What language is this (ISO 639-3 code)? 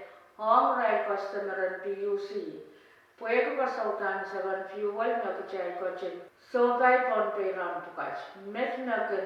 pon